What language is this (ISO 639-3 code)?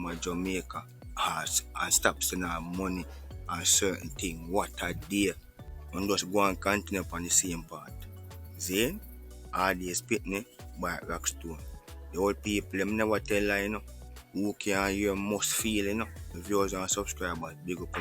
jam